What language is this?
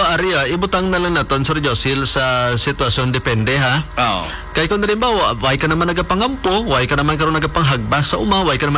Hiligaynon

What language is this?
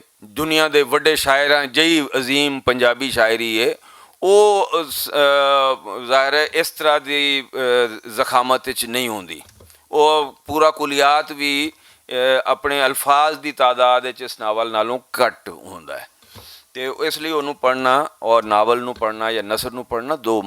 Western Panjabi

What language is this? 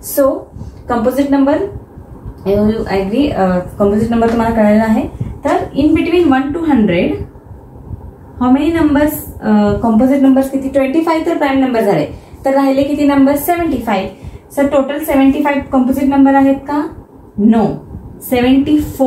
Marathi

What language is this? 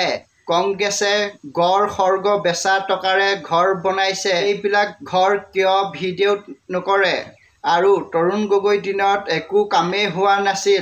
Assamese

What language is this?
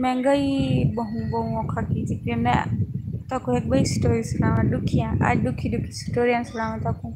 Saraiki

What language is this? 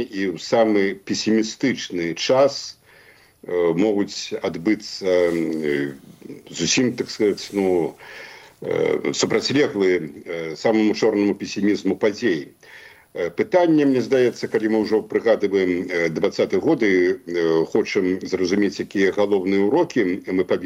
Belarusian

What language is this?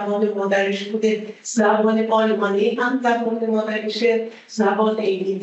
Persian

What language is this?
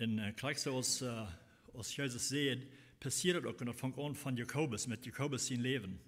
Plautdietsch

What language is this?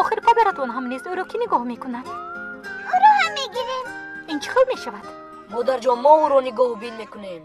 Tajik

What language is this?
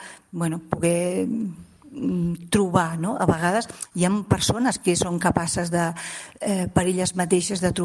Catalan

